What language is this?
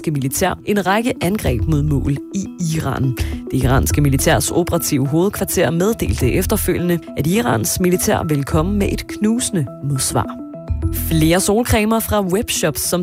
Danish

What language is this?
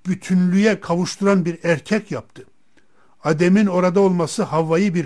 Turkish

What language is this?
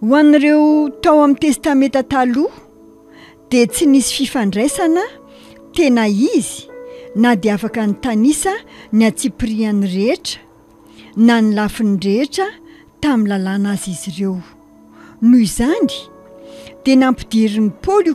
Malagasy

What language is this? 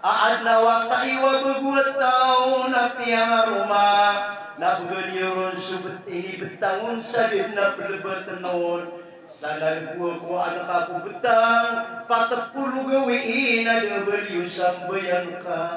Maranao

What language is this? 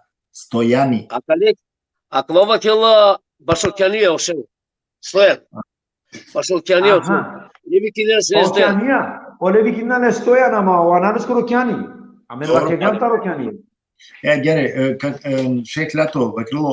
Balkan Romani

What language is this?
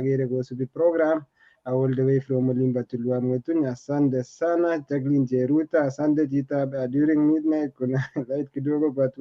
Kalenjin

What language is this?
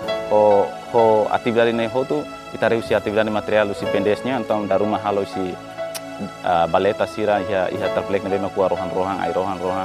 Tetum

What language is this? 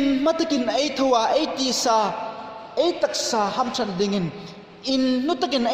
Hmar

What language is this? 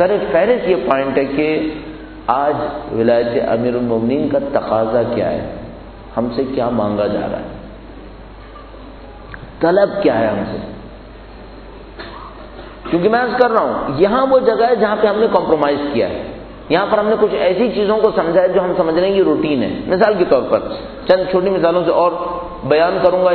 Urdu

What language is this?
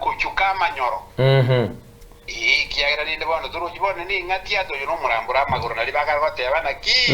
Gusii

